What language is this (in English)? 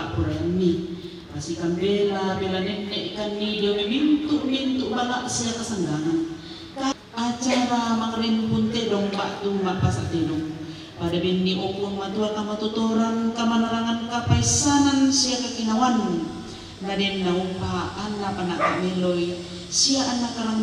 Toraja-Sa'dan